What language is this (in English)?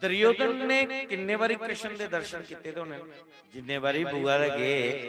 Dogri